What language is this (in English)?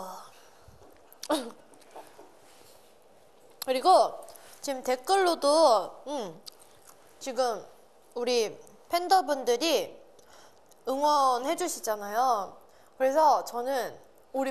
Korean